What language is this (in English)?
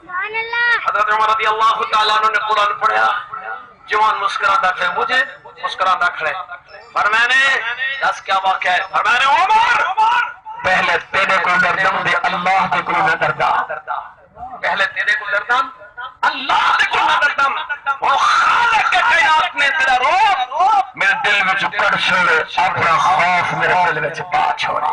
Saraiki